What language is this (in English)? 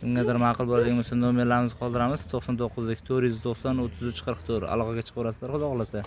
Uzbek